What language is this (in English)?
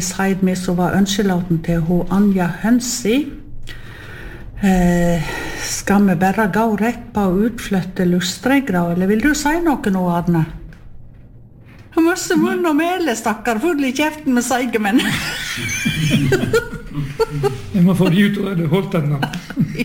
Norwegian